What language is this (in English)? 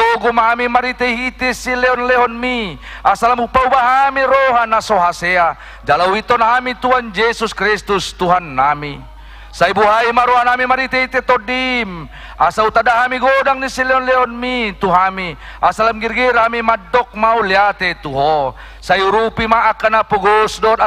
Batak Toba